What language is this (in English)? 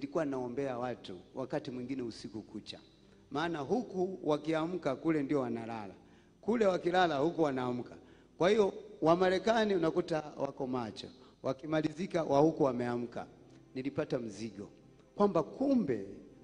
Swahili